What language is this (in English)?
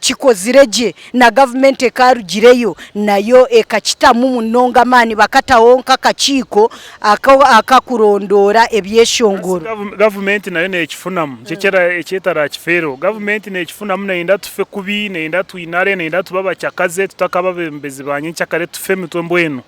Nyankole